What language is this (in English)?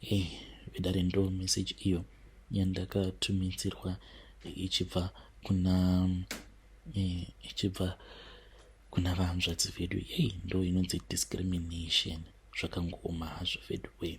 Shona